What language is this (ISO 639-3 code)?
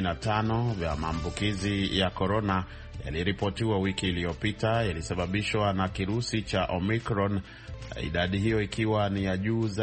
swa